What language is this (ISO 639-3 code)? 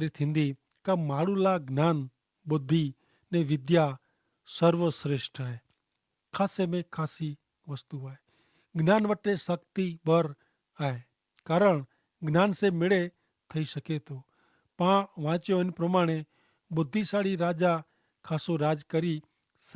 kfr